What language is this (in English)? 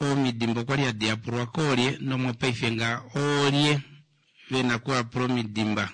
Kuanyama